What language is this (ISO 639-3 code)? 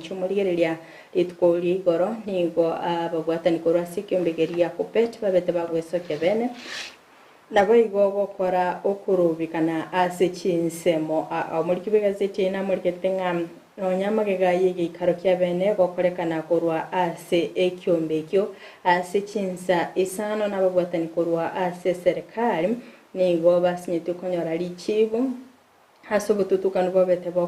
guz